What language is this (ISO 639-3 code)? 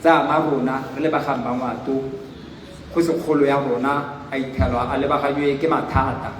tsn